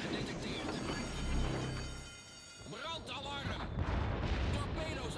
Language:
Dutch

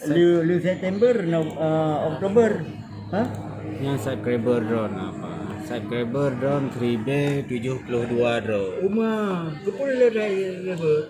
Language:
Achinese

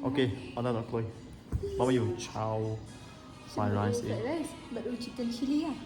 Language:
Khasi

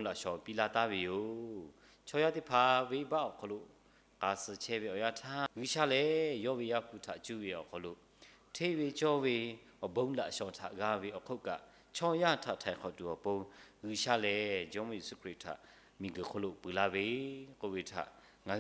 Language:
Lahu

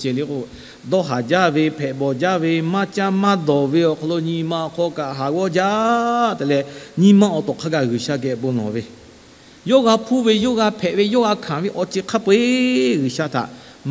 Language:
Lahu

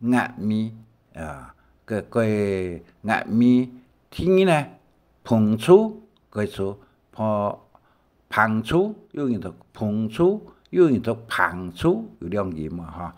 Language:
Hakka Chinese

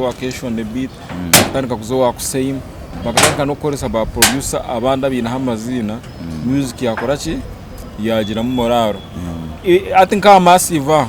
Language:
Nyankole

